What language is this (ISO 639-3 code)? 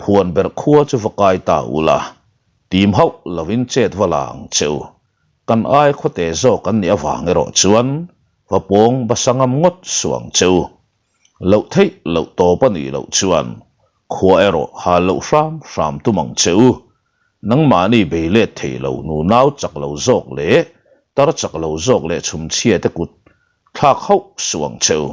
lus